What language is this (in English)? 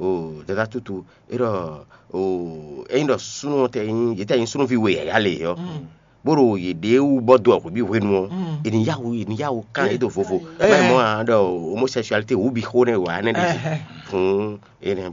Fon